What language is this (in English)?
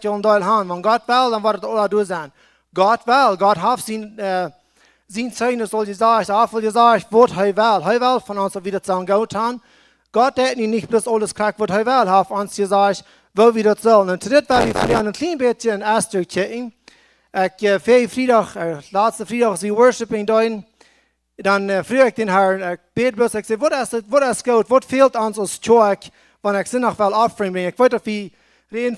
Plautdietsch